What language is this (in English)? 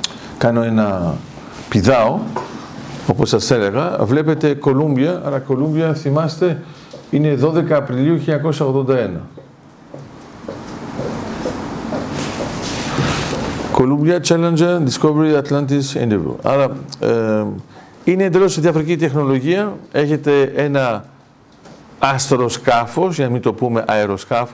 Greek